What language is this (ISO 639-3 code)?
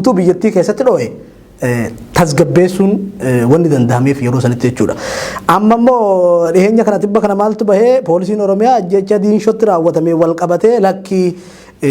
orm